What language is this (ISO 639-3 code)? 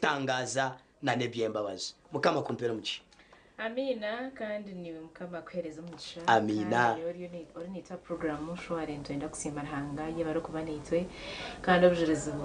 nyn